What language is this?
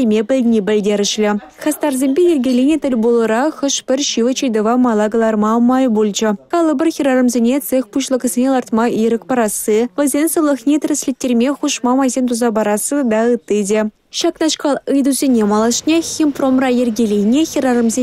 Chuvash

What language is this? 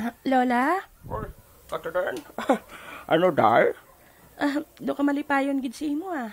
Hiligaynon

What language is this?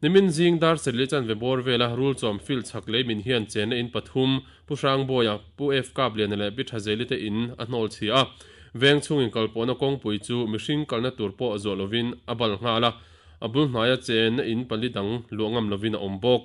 Mizo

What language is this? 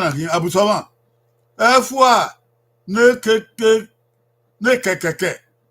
Bini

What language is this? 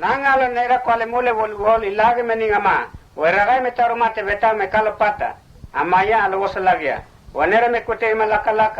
Mota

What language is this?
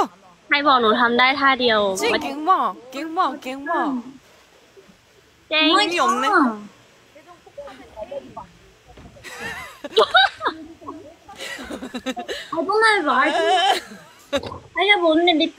Thai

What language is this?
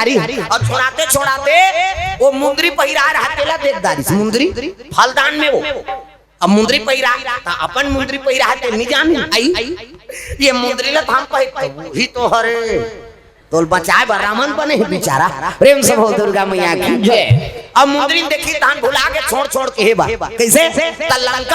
Chhattisgarhi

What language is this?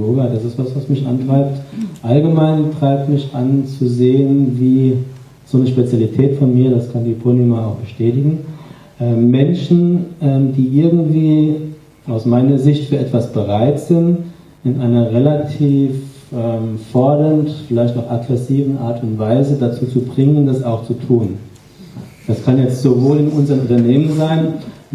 German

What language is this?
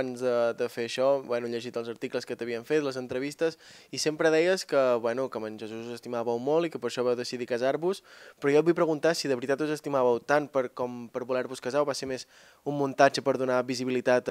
Catalan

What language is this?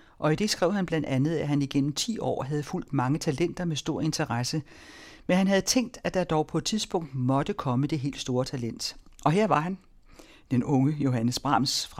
Danish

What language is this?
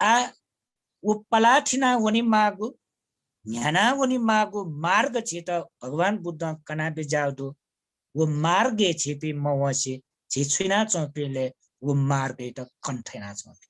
Newari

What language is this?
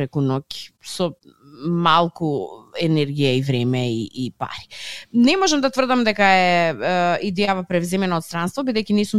Macedonian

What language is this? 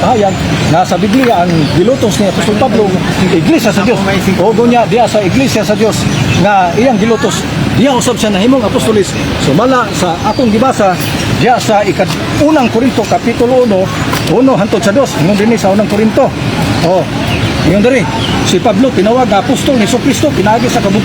Cebuano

